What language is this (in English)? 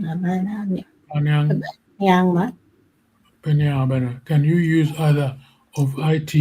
Acoli